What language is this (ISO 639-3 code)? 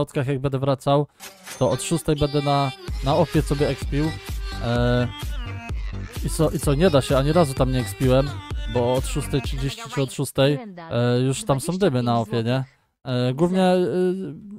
pol